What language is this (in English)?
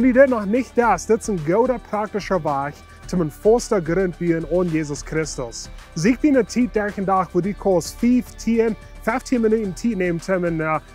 Plautdietsch